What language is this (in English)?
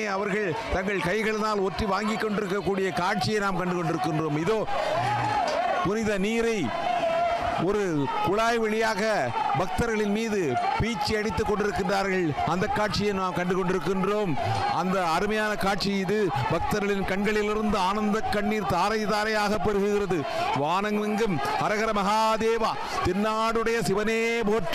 Tamil